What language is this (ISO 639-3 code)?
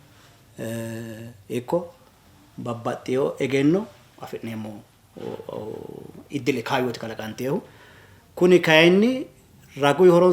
sid